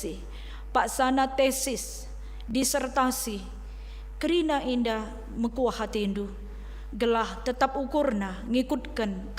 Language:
Batak Karo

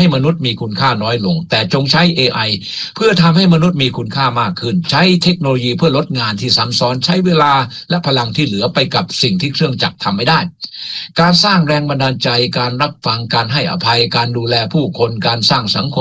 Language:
Thai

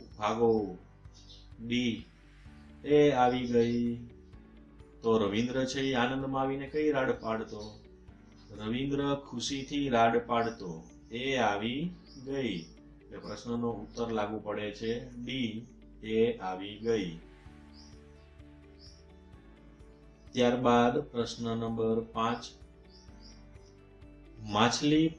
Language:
Gujarati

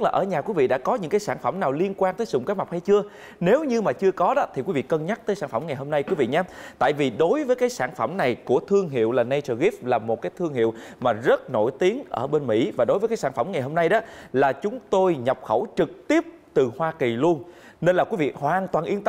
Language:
Vietnamese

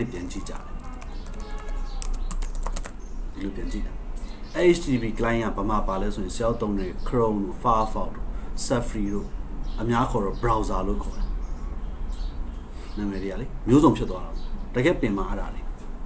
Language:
Burmese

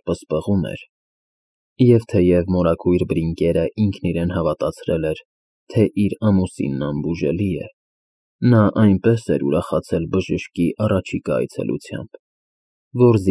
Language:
Armenian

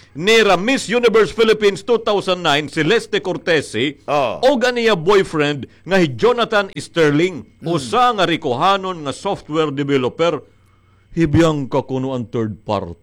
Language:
Waray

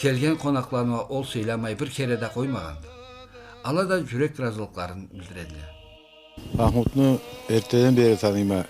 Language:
Karachay-Balkar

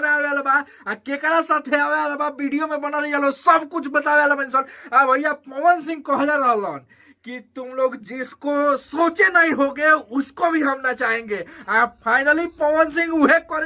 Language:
Bhojpuri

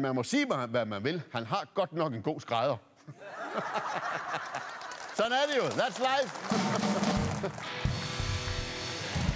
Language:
Danish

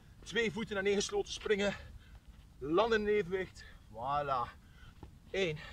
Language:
Dutch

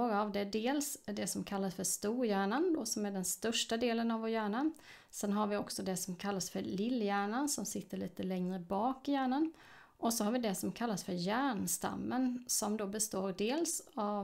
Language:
Swedish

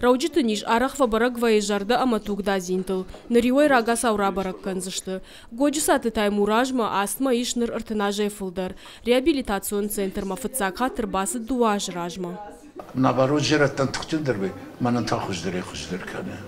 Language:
Ossetic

